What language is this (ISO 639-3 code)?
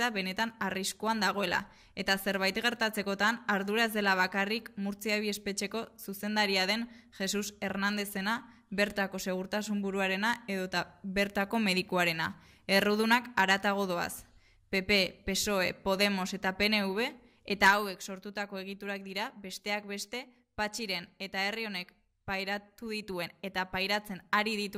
eus